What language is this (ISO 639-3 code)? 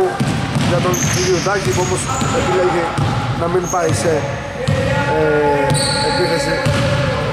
ell